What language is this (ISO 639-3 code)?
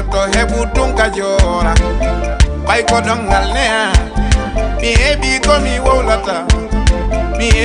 ful